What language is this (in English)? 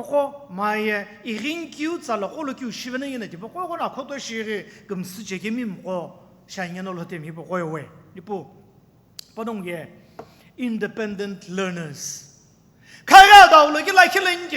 Sumi Naga